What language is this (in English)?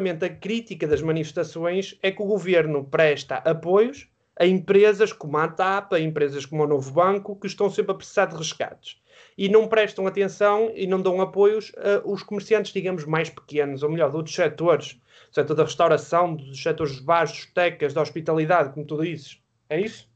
Portuguese